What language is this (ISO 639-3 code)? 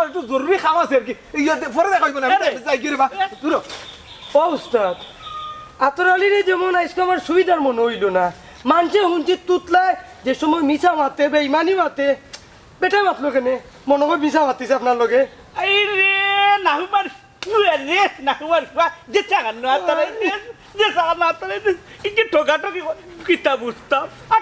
syl